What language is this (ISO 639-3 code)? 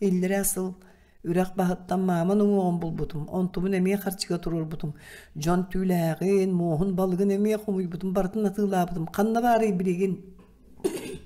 sah